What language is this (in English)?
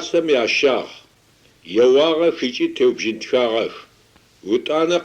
Adyghe